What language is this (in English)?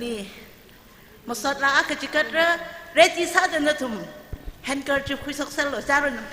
Tangkhul Naga (India)